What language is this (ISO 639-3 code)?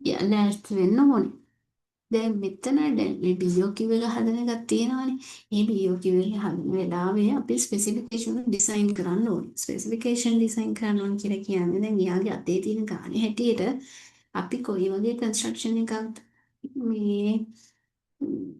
sin